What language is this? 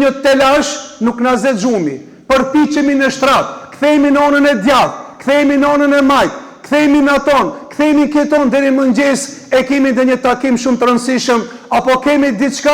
Albanian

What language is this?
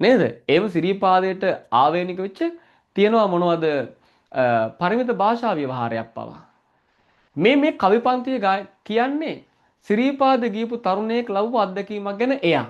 Sinhala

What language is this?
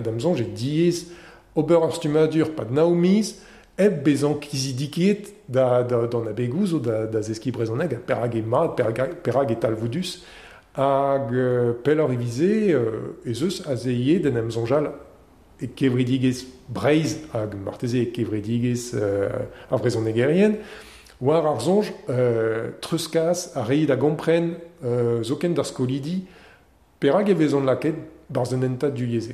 Breton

